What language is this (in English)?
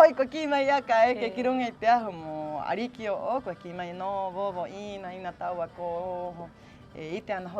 Rapanui